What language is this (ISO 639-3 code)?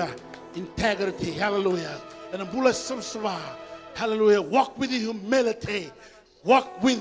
fij